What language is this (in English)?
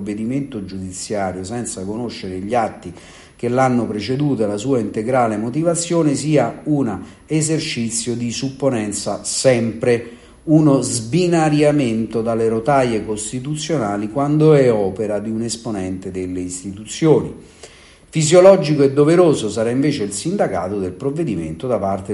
Italian